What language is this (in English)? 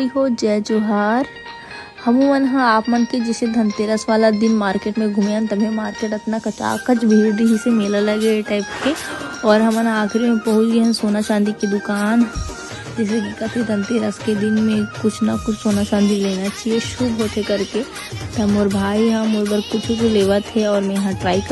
Chhattisgarhi